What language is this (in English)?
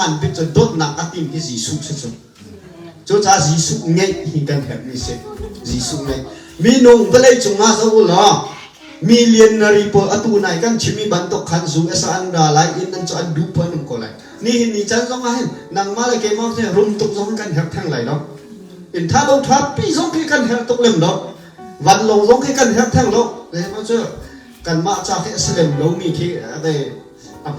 Hakha Chin